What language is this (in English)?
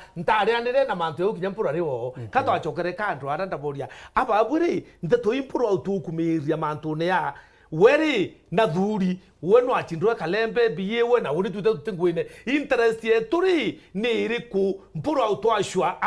Meru